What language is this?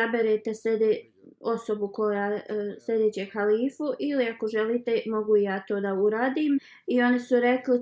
Bosnian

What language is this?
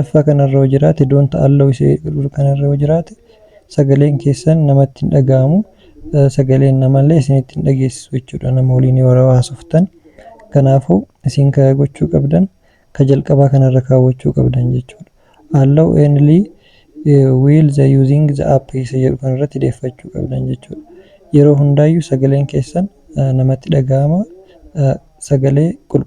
Oromo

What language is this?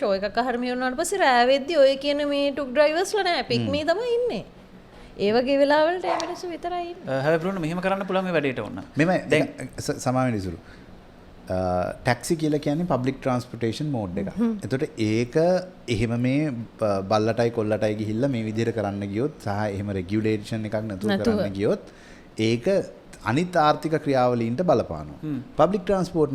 Sinhala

